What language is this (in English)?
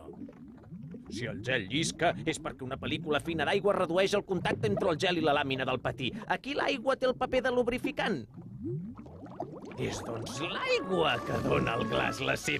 Catalan